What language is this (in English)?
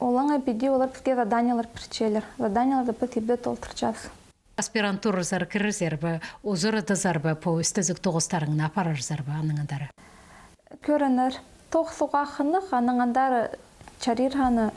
Khakas